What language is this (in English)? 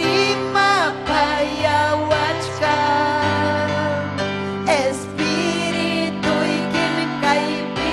Ayacucho Quechua